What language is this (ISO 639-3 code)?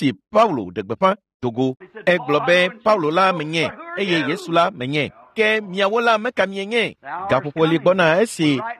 ewe